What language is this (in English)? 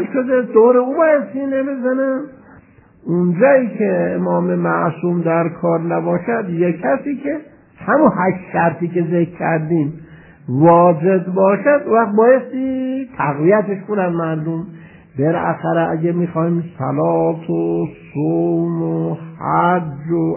Persian